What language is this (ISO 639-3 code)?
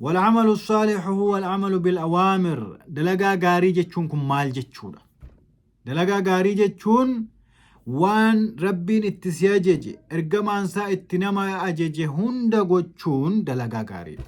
orm